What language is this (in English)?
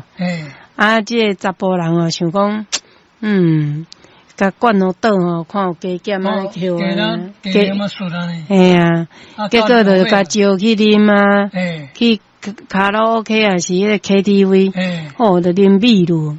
Min Nan Chinese